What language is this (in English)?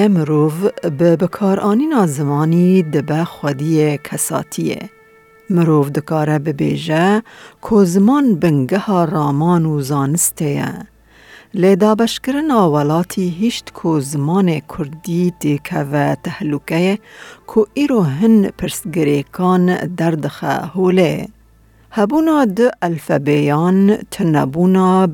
Kurdish